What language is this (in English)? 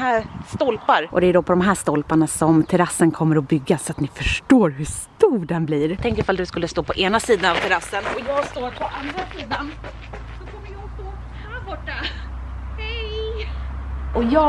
Swedish